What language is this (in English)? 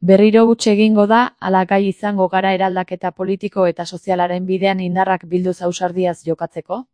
Basque